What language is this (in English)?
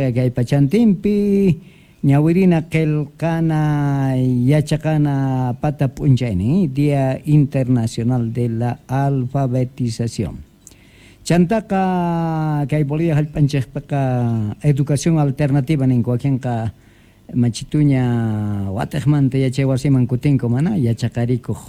South Bolivian Quechua